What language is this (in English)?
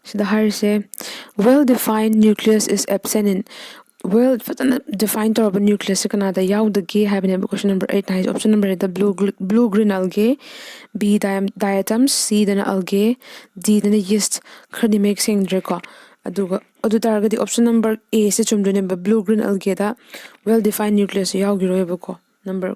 Manipuri